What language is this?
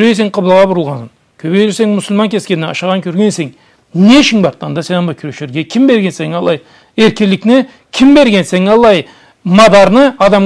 Karachay-Balkar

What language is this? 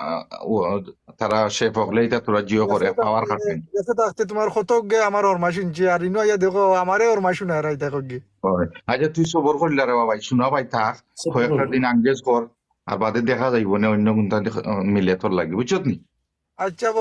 Sylheti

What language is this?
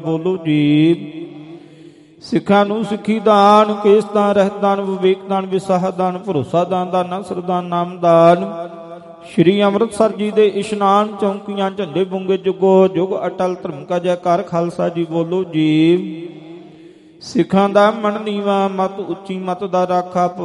Punjabi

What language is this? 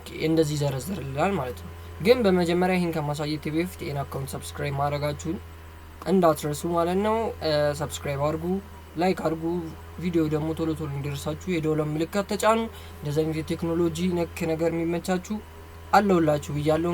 Amharic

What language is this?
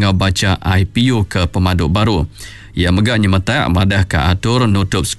Iban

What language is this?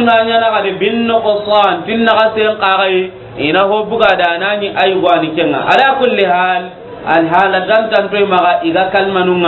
Soninke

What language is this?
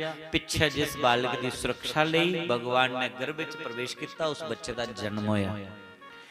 Dogri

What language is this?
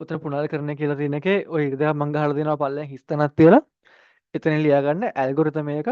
Sinhala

